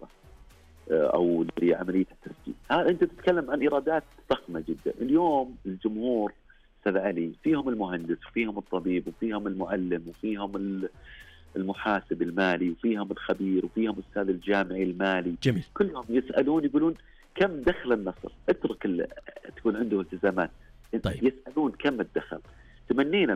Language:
Najdi Arabic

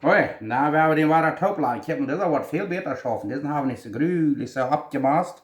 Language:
Plautdietsch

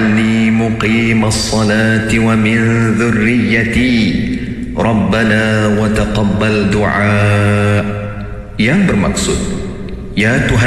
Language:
Malay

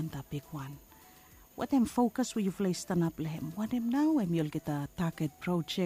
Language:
Bislama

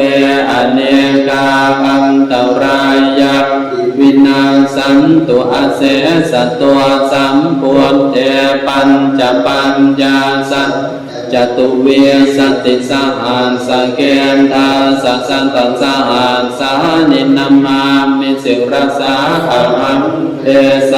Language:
Pali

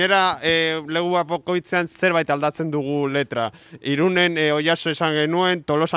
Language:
Basque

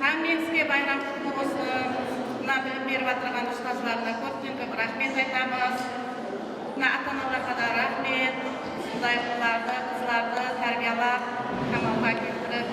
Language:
Kara-Kalpak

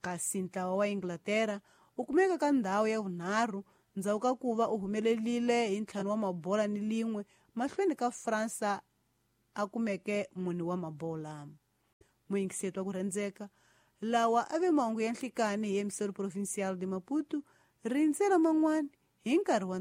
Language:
Tsonga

